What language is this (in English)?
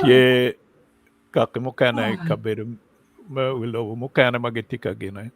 Acoli